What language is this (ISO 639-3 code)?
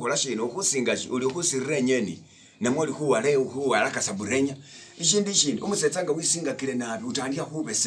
myx